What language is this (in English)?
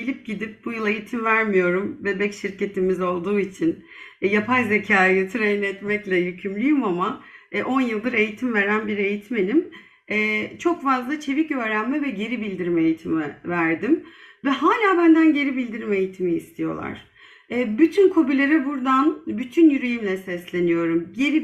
Turkish